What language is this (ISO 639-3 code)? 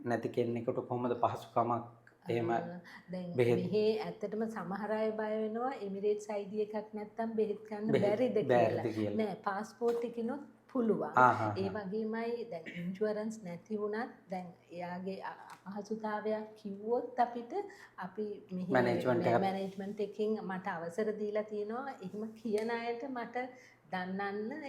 sin